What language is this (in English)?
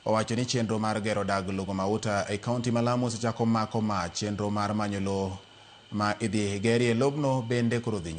Luo (Kenya and Tanzania)